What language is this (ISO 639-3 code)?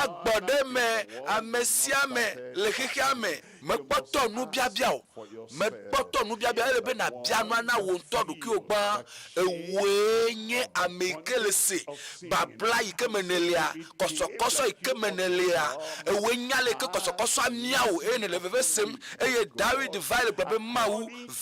ewe